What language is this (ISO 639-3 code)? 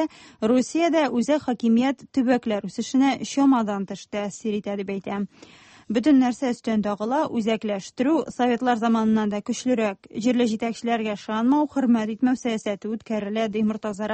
tat